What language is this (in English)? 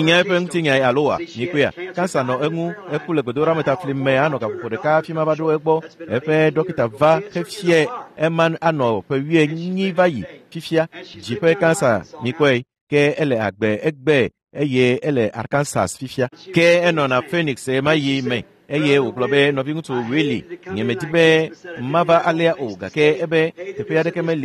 Ewe